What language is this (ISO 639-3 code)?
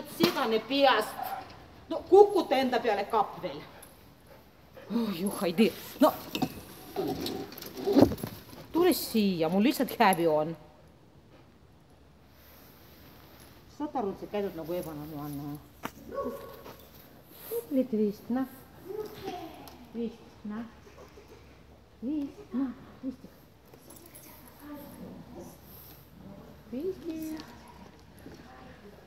est